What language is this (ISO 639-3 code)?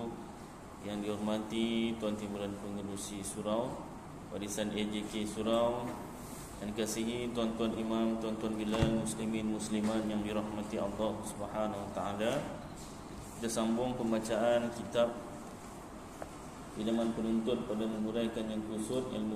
msa